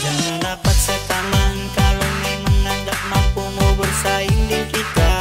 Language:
Manado Malay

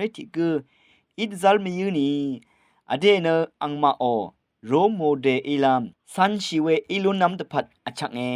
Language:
Rawang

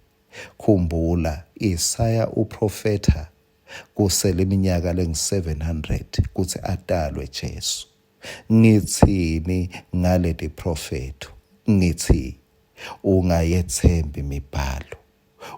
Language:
Swati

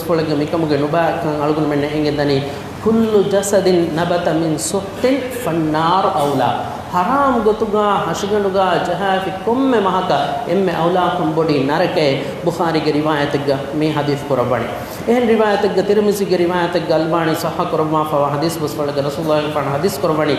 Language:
Divehi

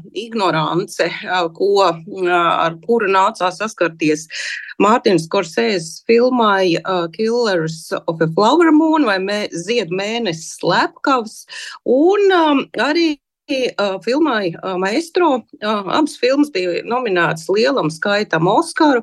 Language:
Latvian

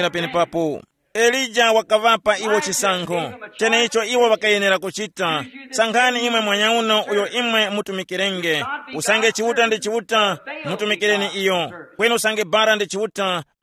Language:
Tumbuka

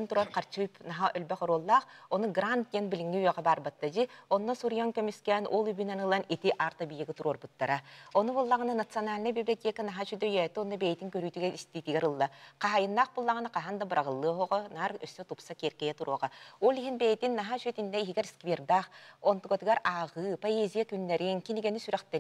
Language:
Yakut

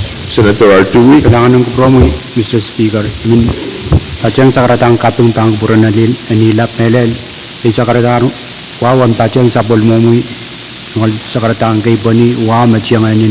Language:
Pohnpeian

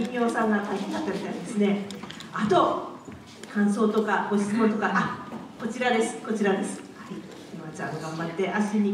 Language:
Japanese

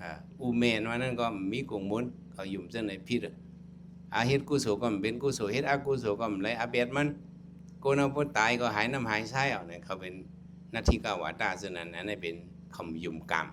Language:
Shan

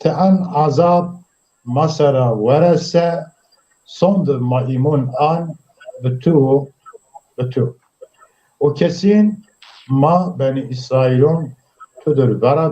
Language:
Zaza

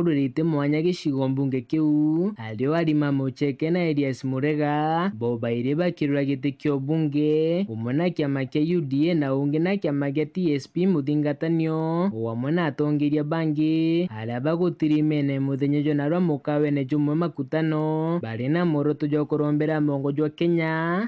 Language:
Meru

